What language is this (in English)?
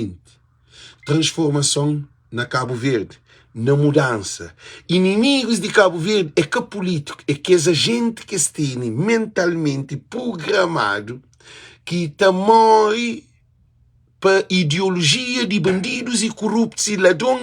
Kabuverdianu